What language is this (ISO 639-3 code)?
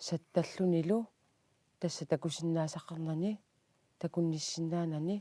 kal